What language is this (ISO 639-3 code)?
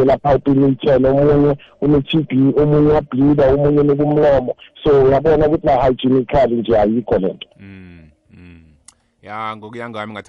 nbl